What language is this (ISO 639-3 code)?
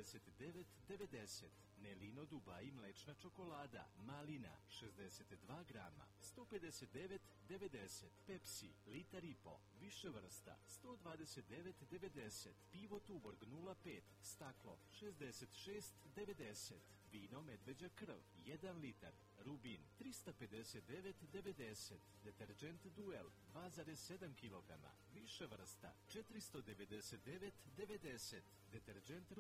srp